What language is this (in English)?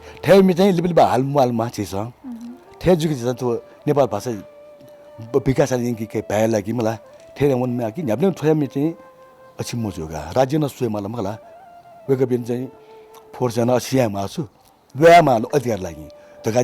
Newari